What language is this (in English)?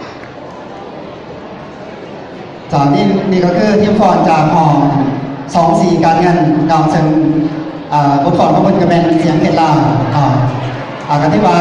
Lao